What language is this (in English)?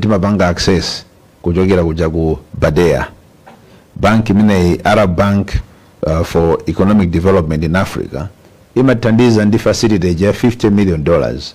Nyanja